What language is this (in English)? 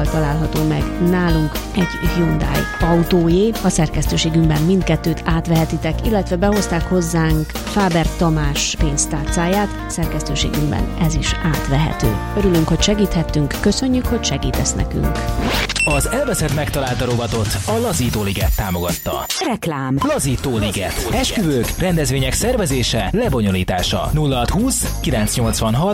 Hungarian